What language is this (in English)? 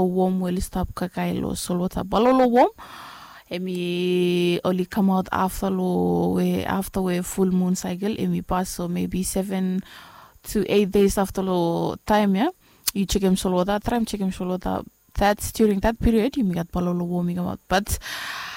Bislama